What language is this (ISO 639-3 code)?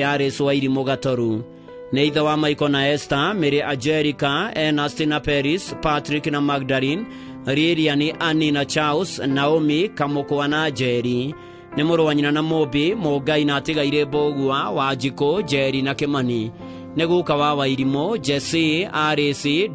kik